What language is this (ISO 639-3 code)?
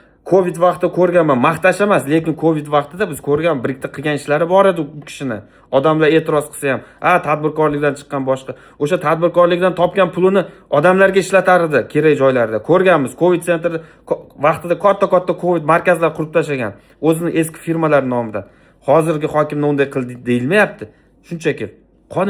uzb